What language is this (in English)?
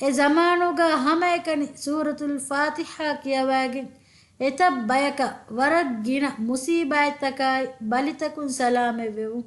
Divehi